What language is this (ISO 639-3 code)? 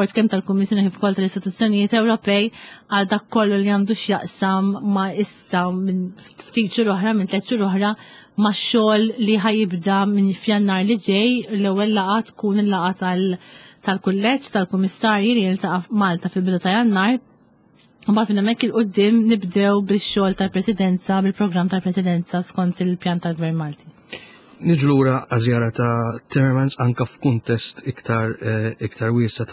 mlt